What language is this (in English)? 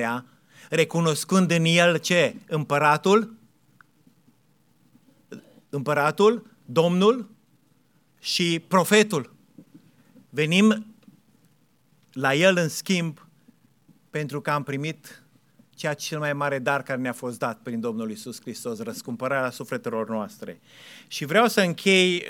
Romanian